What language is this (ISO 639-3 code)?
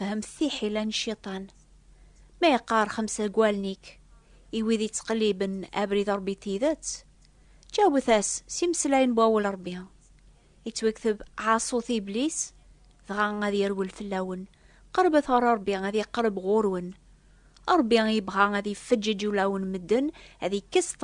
kab